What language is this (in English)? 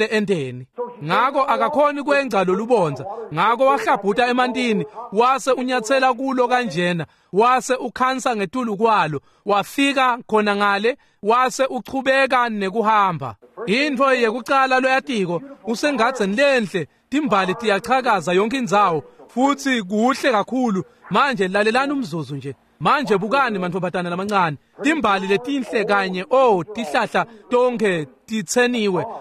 Swati